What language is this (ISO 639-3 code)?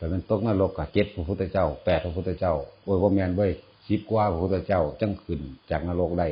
tts